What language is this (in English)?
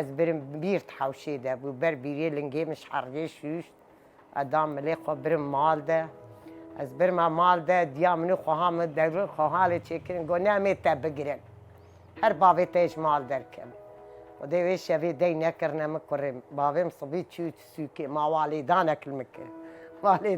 Kurdish